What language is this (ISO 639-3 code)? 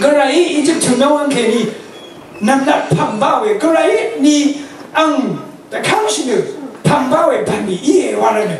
raw